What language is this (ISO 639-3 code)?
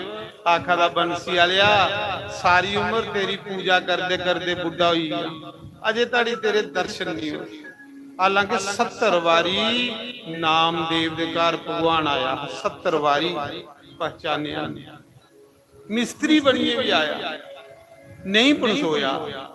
doi